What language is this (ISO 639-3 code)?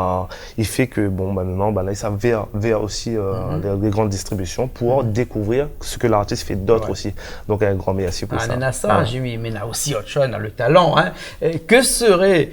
rcf